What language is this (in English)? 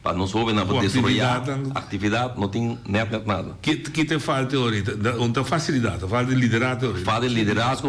Papiamento